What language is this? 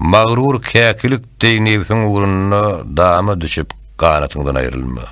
Turkmen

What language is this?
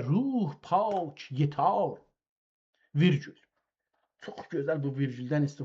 South Azerbaijani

